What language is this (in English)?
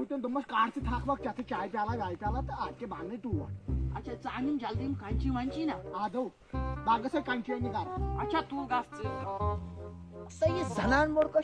Kashmiri